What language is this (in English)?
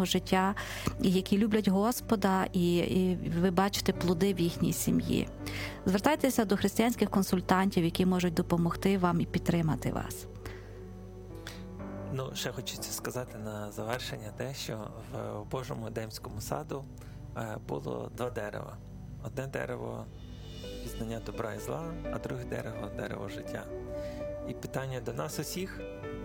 Ukrainian